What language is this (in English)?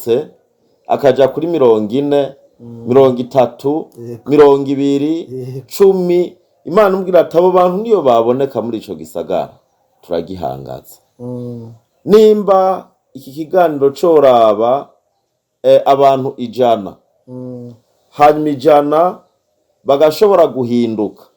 Rundi